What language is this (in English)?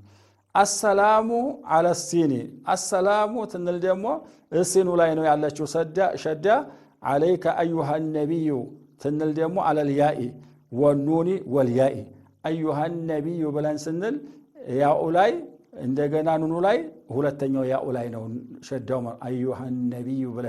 Amharic